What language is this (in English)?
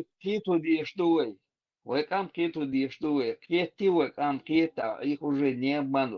Chechen